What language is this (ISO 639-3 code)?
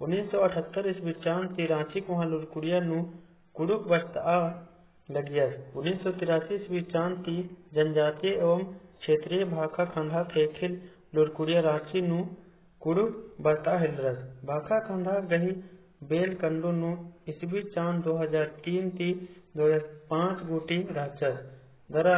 kru